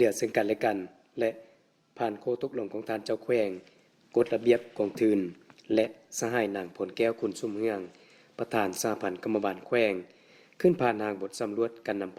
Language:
Lao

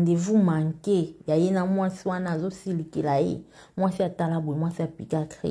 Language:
Lingala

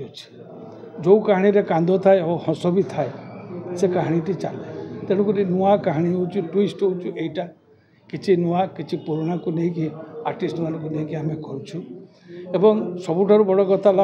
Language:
Odia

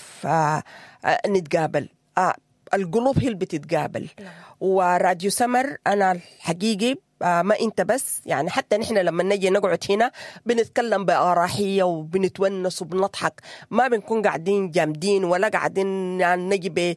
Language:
Sudanese Arabic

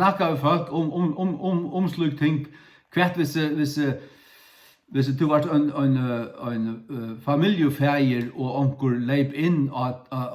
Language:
Faroese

